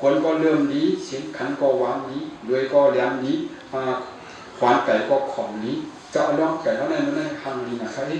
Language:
Shan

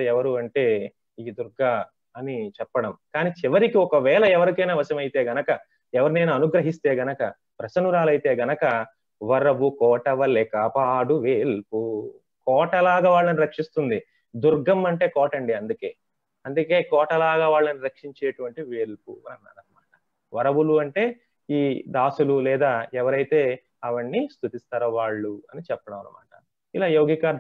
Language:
Telugu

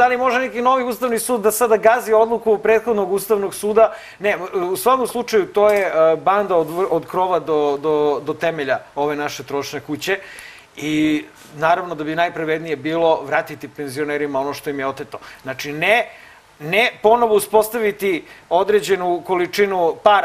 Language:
Serbian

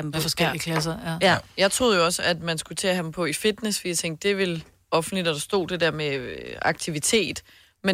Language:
Danish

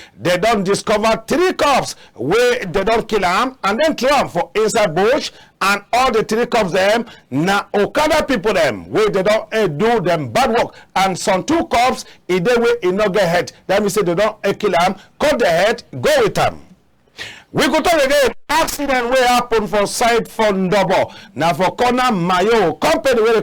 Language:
Cameroon Pidgin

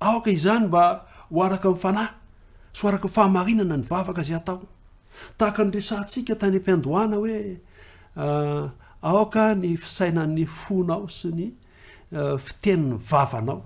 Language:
Malagasy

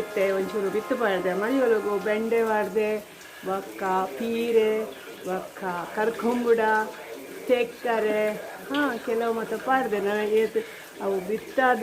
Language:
Tulu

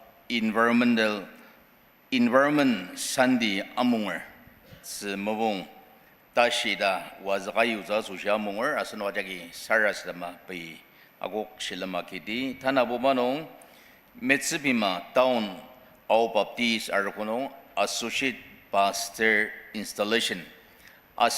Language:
Ao Naga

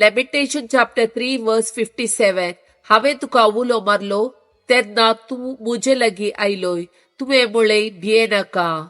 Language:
Konkani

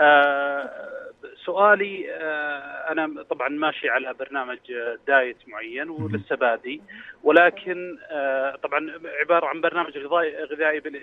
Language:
Najdi Arabic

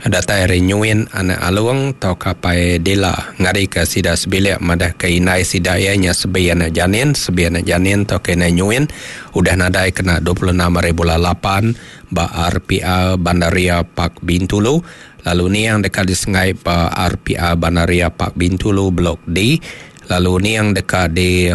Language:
Iban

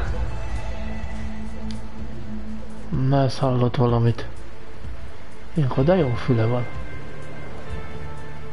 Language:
Hungarian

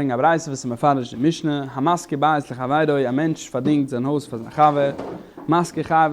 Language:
Yiddish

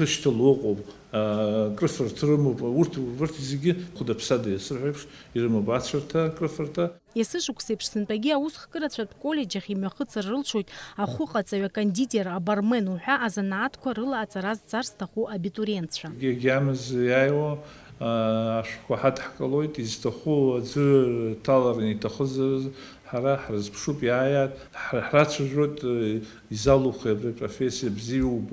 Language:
Abkhazian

